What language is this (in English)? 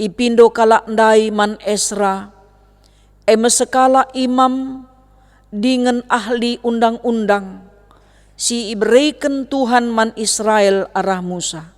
Batak Karo